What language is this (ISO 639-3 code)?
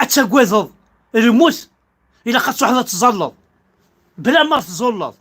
kab